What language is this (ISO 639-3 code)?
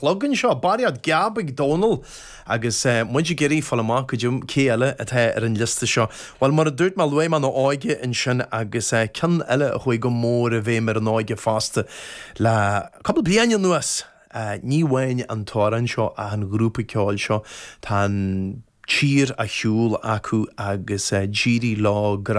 gle